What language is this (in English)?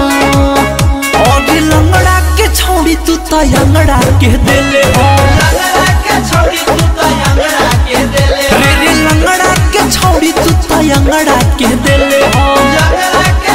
Bhojpuri